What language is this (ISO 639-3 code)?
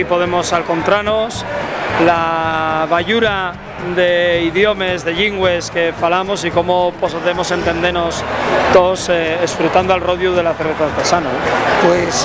ast